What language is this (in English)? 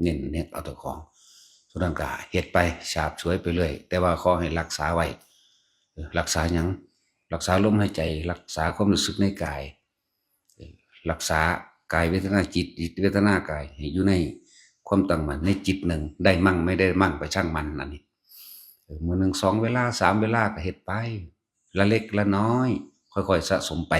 Northeastern Thai